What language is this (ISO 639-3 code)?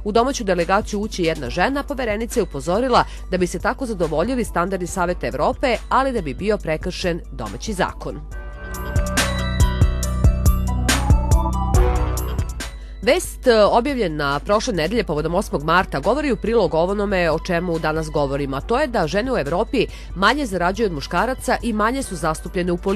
srp